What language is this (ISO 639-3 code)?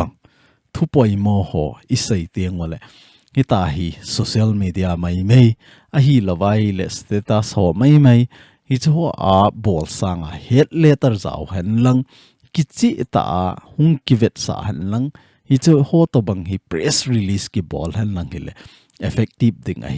tcz